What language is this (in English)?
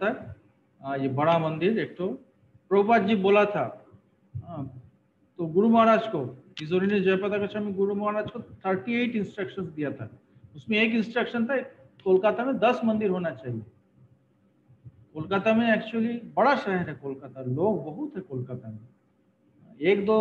Hindi